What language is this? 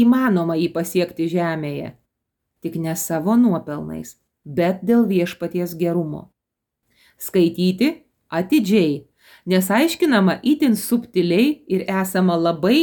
Lithuanian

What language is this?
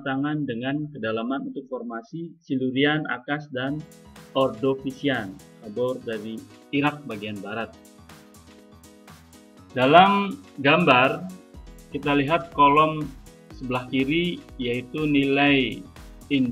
Indonesian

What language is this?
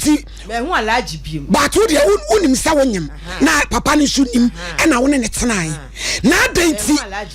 Akan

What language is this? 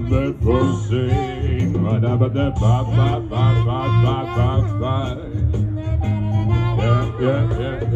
Danish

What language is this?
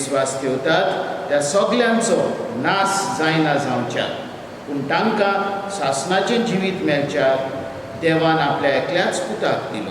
Konkani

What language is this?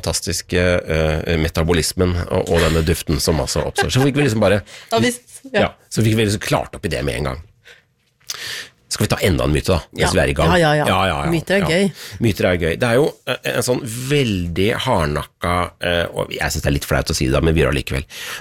Norwegian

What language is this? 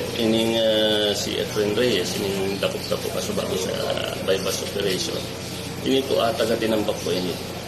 Bikol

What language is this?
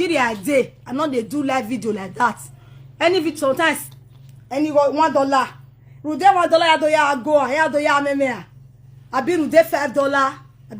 Nigerian Pidgin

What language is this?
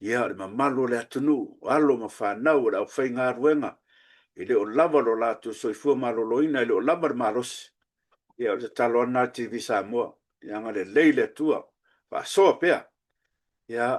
Samoan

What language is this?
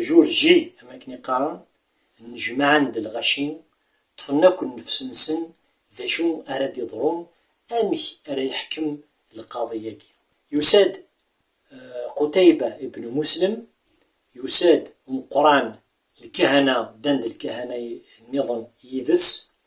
Kabyle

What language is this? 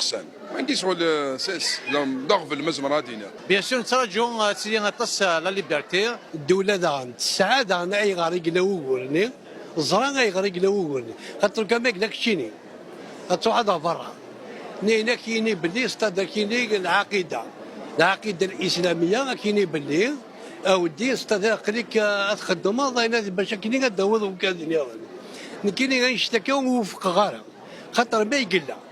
Kabyle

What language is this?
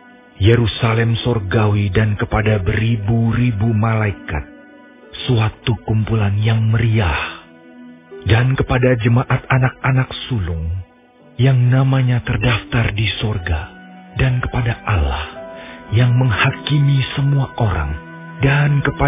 Indonesian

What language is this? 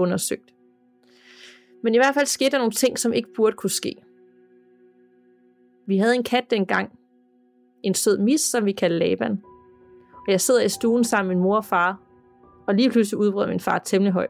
Danish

